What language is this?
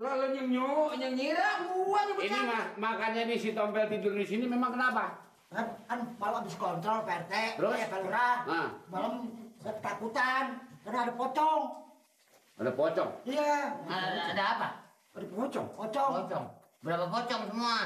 Betawi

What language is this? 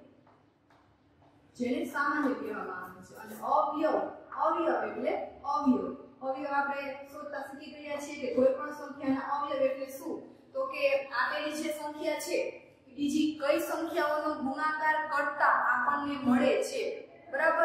Gujarati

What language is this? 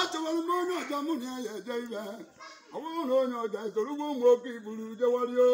Igbo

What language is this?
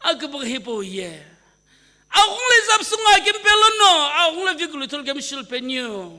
Sumi Naga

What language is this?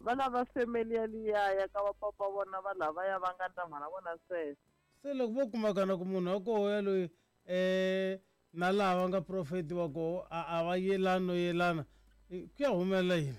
Tsonga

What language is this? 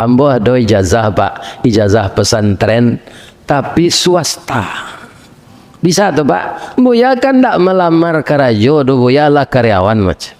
Minangkabau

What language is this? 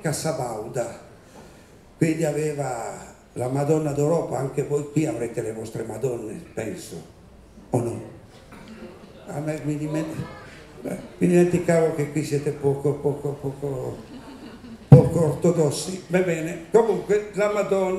Italian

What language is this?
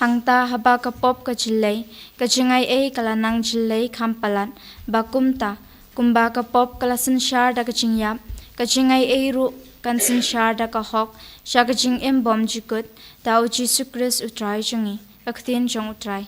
Khasi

